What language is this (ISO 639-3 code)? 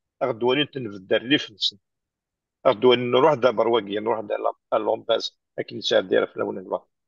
kab